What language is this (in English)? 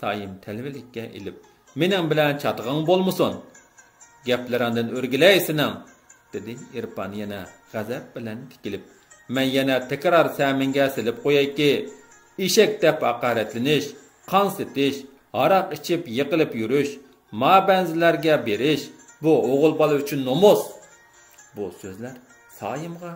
Uyghur